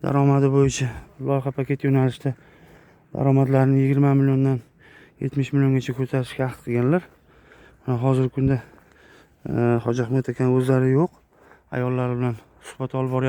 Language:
Uzbek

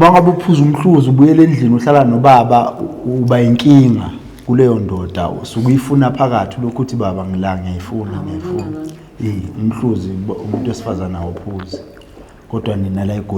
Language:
Zulu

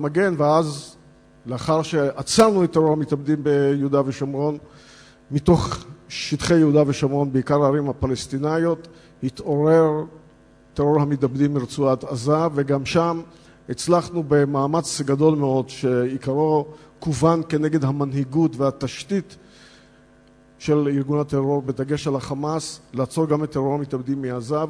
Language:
Hebrew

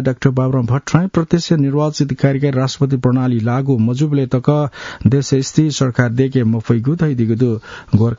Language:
Newari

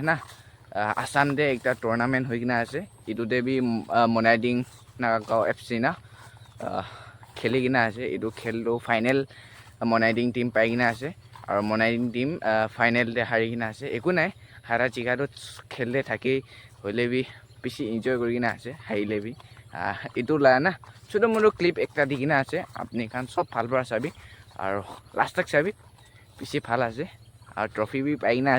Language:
Naga Pidgin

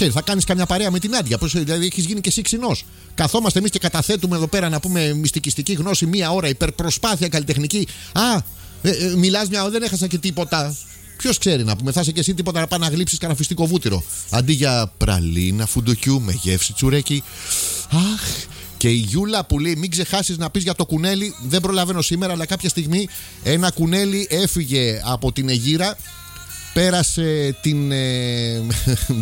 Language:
Greek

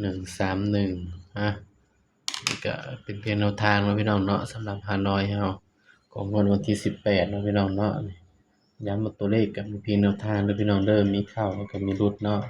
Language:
Northeastern Thai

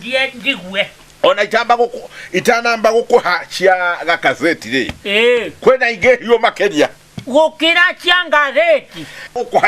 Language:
Kikuyu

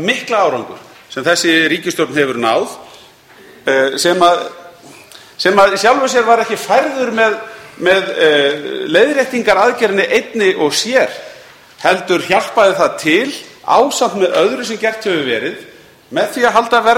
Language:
Icelandic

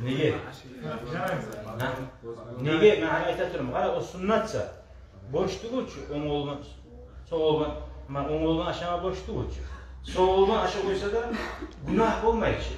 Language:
Kumyk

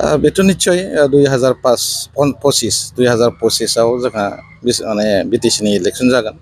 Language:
Bodo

